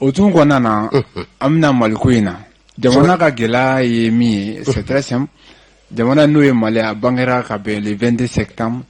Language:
Bambara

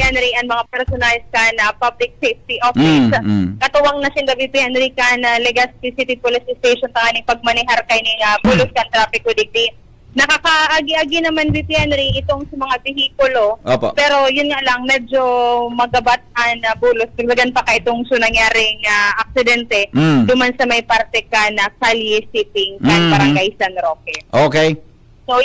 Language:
Bikol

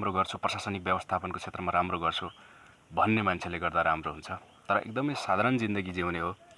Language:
Nepali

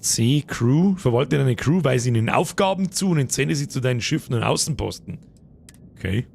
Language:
Bavarian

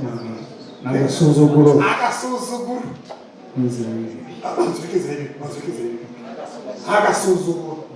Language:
Kinyarwanda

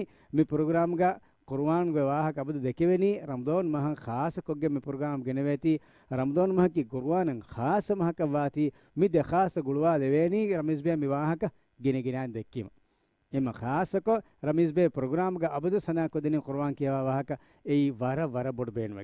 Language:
Divehi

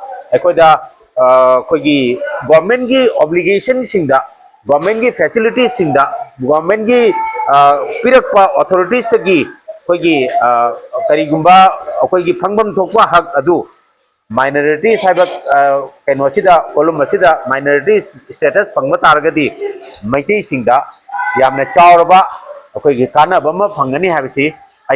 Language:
Manipuri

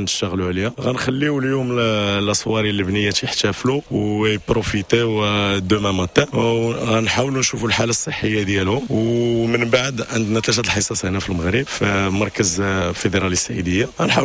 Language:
Moroccan Arabic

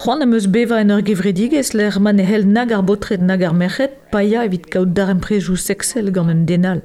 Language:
Breton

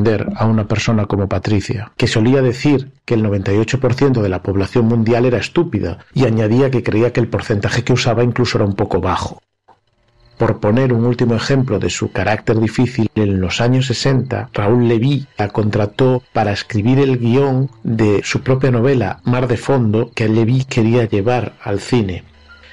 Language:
Spanish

